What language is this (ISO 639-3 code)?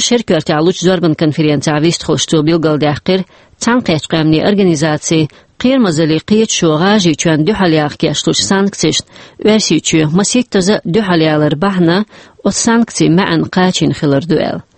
che